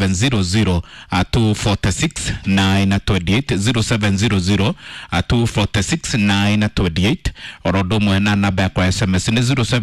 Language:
Kikuyu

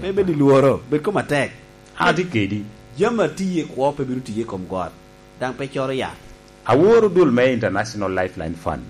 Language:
Lango (Uganda)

